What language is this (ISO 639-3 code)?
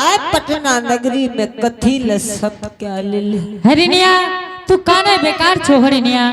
anp